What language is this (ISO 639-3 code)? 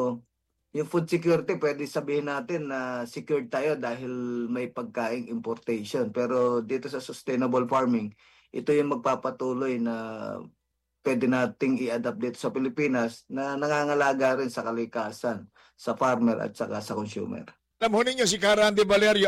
fil